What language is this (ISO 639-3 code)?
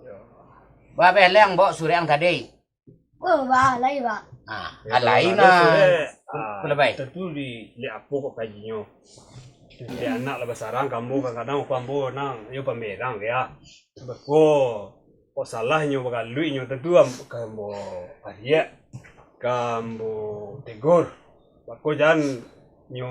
min